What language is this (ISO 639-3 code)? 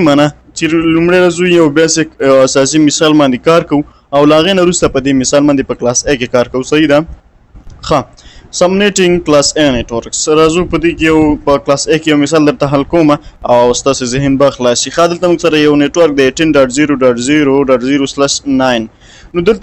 pus